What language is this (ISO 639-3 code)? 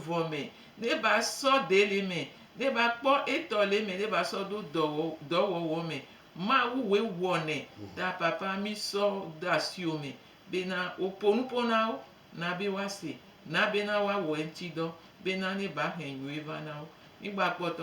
gej